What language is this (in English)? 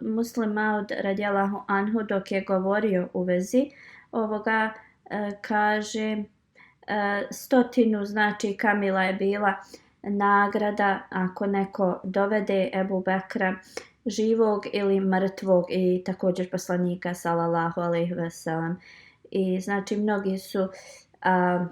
Bosnian